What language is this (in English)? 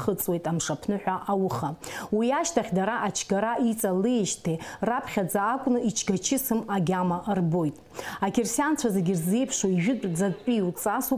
Abkhazian